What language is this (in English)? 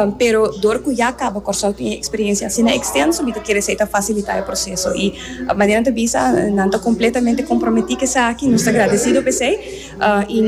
Papiamento